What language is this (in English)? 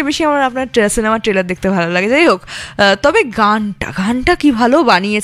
Bangla